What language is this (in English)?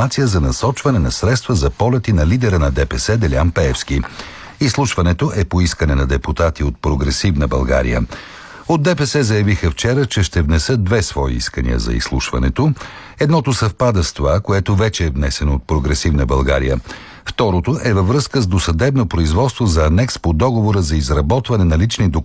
Bulgarian